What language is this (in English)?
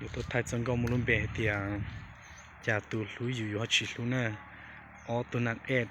Hmong